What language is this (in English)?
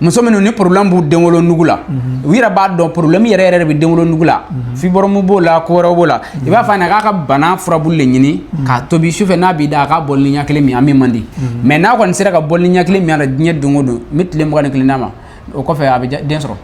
Bambara